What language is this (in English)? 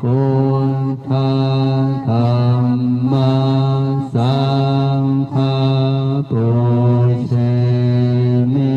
Pali